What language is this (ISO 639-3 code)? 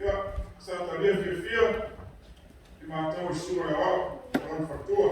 smo